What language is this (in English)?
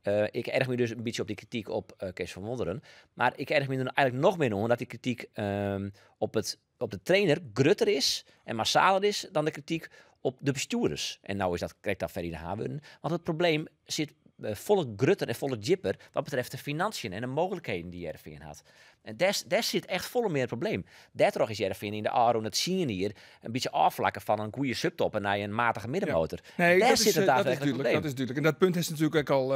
Western Frisian